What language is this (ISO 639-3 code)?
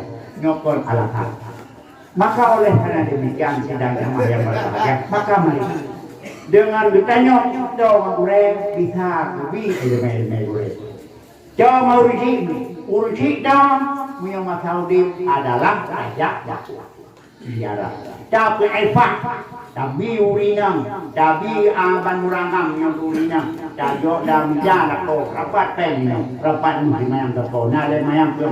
ace